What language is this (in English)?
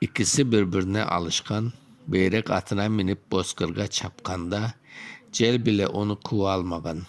Crimean Tatar